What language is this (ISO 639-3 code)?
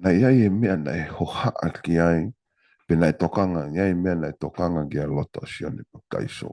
ton